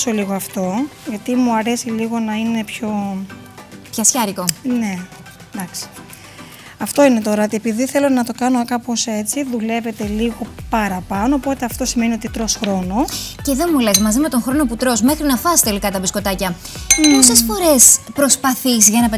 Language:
Greek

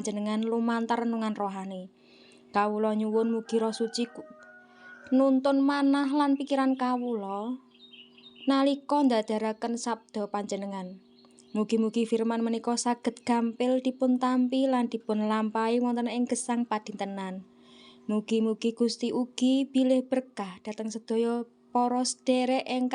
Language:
Javanese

